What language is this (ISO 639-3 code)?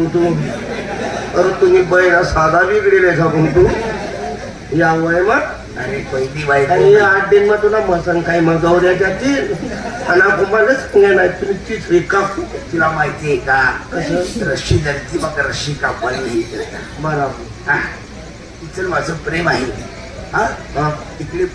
mar